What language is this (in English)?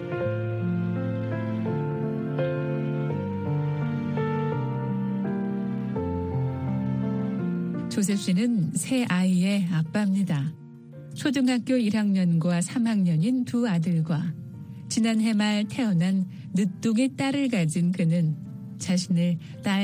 Korean